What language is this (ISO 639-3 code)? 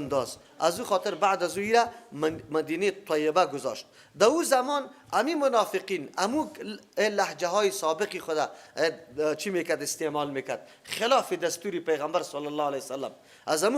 fas